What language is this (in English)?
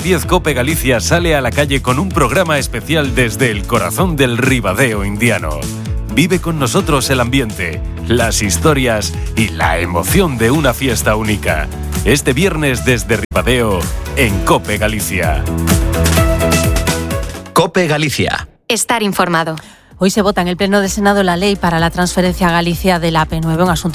Spanish